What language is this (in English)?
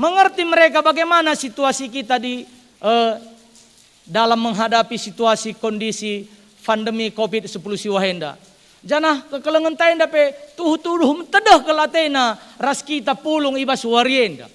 Batak Karo